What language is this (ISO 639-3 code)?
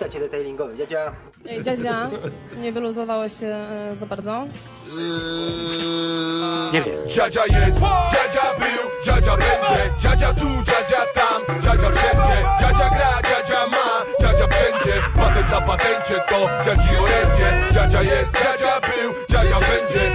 pol